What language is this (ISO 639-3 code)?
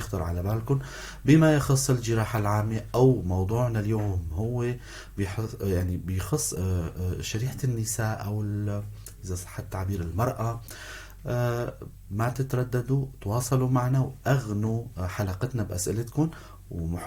apc